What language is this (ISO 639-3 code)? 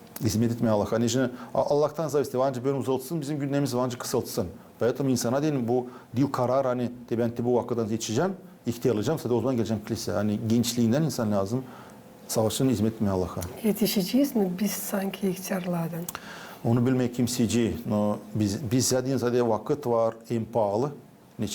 gag